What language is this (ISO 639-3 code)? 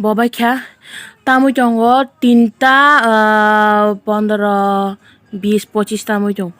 trp